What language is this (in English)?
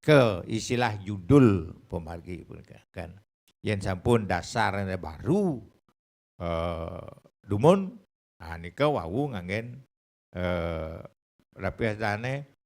Balinese